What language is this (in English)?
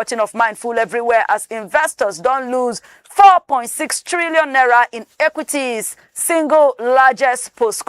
Nigerian Pidgin